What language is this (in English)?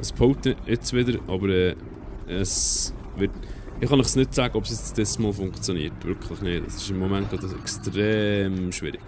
Swiss German